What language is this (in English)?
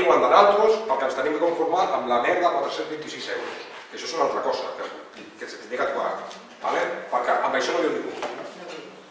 Catalan